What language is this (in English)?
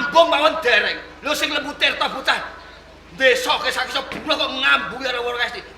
Javanese